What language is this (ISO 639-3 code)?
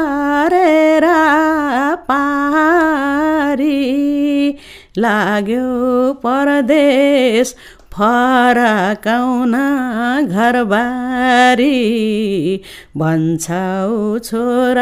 nep